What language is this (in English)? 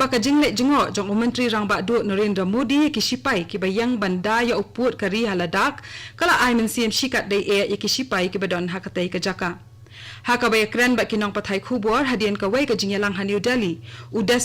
Khasi